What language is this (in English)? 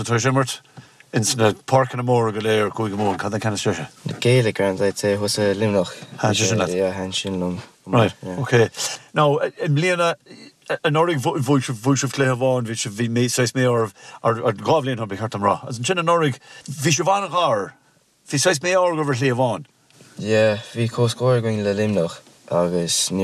Irish